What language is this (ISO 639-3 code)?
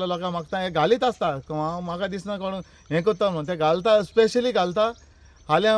kok